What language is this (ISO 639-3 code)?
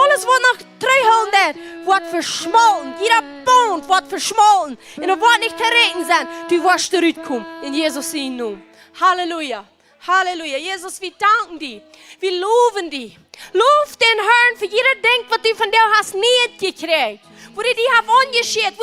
pdt